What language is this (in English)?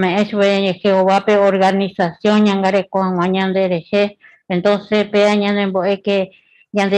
Guarani